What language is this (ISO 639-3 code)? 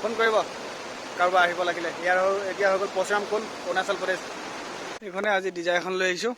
asm